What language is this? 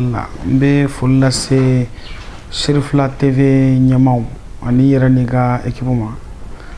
Bambara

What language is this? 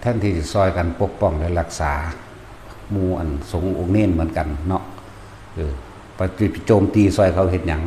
Northeastern Thai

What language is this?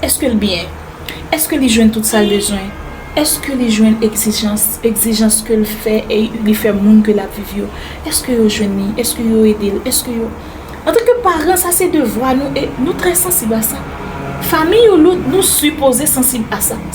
Haitian Creole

